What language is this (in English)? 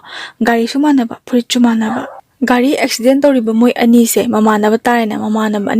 Manipuri